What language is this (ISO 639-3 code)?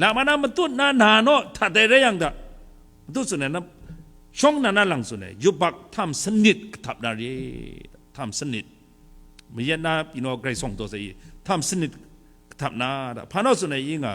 kac